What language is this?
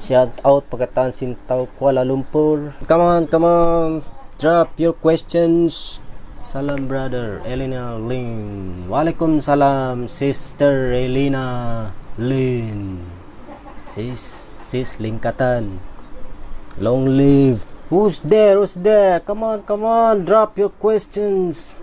Tausug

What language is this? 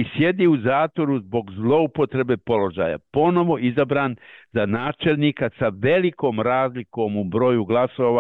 Bosnian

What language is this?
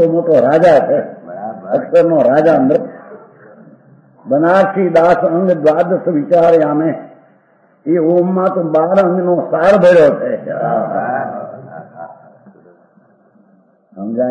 Gujarati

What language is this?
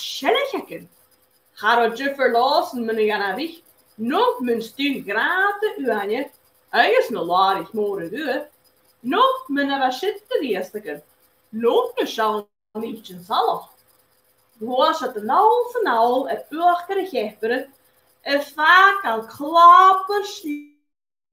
Scottish Gaelic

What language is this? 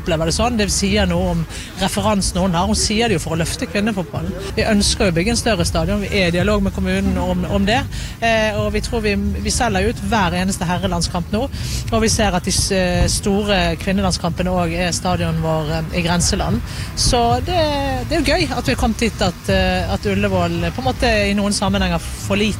Norwegian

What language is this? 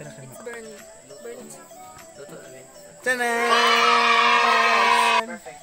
Cebuano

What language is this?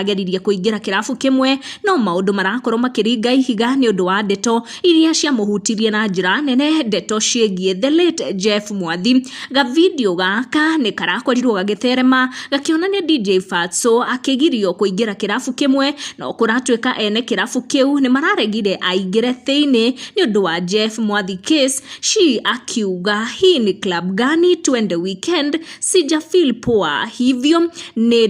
Kikuyu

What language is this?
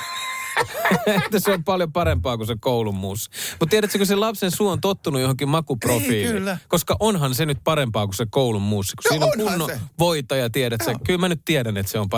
Finnish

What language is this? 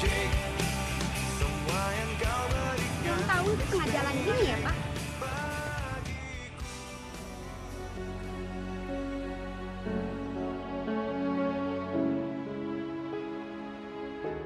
Indonesian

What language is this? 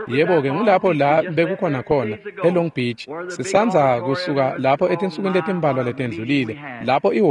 Swati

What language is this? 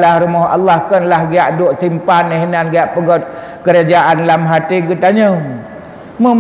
Achinese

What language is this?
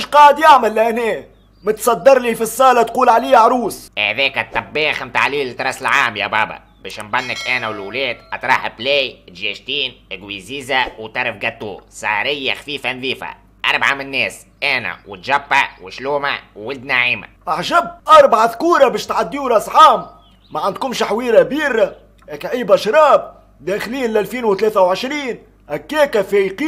Tunisian Arabic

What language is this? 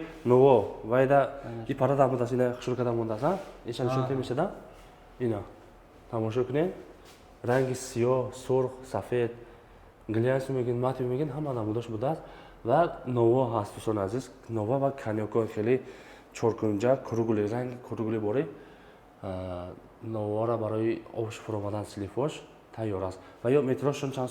Tajik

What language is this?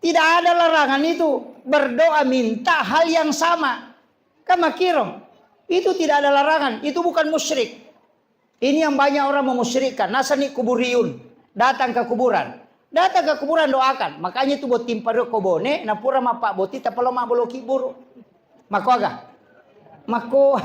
Buginese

